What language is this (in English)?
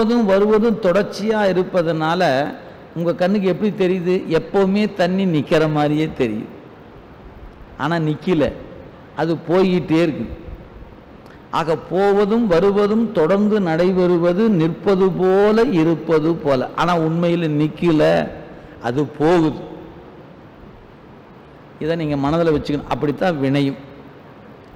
Tamil